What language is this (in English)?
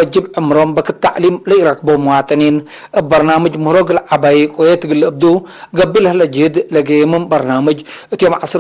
Tigre